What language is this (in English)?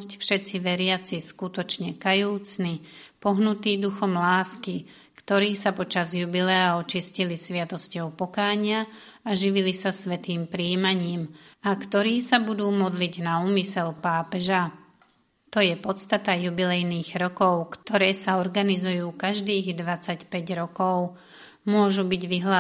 Slovak